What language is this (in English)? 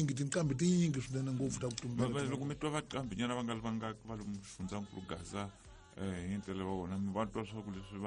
Tsonga